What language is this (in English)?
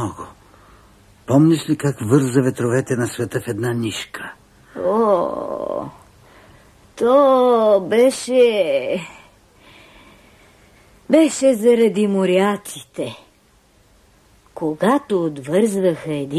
Bulgarian